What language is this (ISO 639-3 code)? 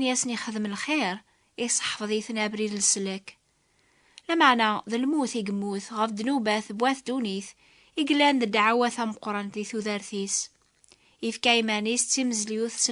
kab